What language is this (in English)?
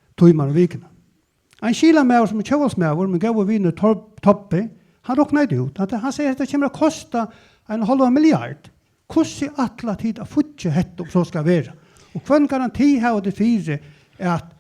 Faroese